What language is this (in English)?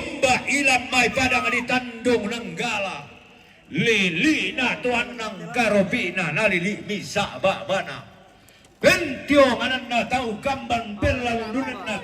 Toraja-Sa'dan